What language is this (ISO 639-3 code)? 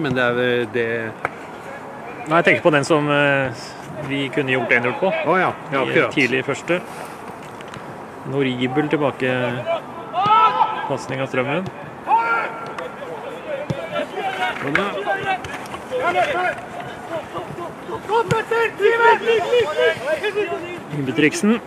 nor